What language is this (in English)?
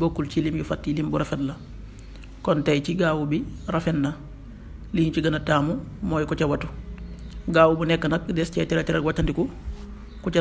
Wolof